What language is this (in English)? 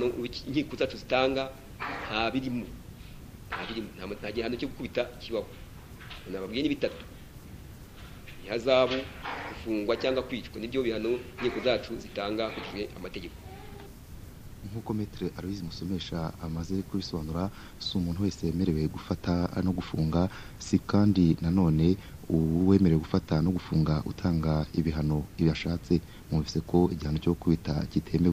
Kinyarwanda